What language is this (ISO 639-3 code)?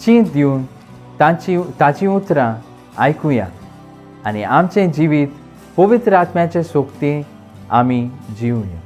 kok